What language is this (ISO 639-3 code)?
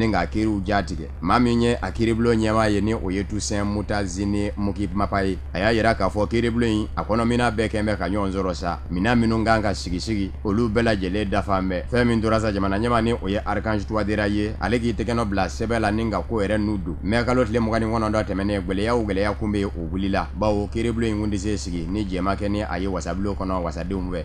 bam